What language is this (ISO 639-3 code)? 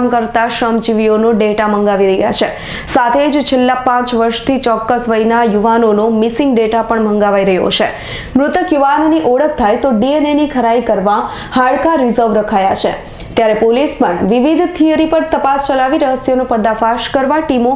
guj